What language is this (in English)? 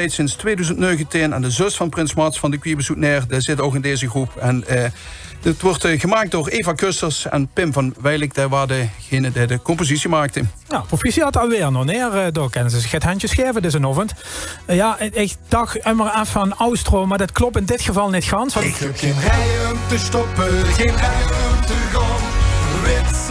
Limburgish